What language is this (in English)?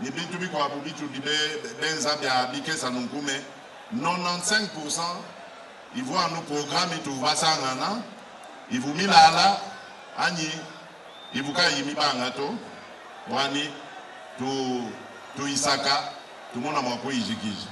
Luba-Lulua